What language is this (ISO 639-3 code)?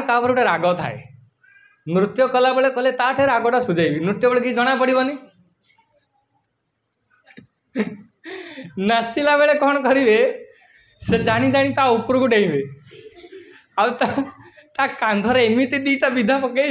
ori